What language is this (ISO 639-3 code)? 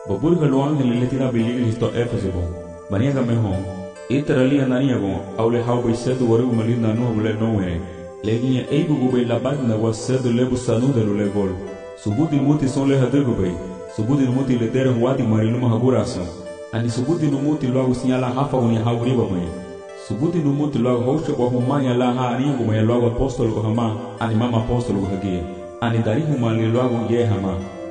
cab